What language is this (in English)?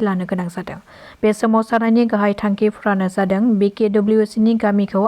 Bodo